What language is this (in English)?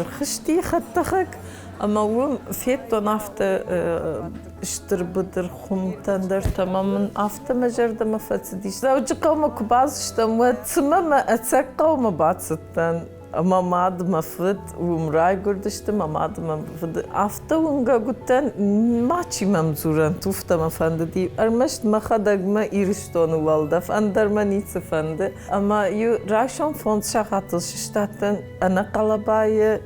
Ossetic